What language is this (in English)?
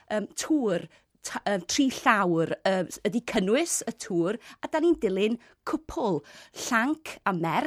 Welsh